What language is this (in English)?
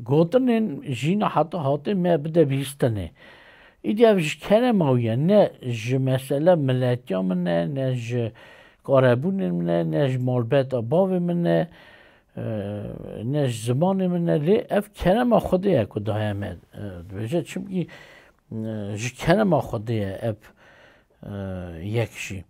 Kurdish